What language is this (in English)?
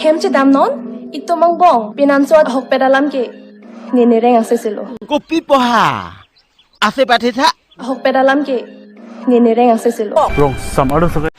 Karbi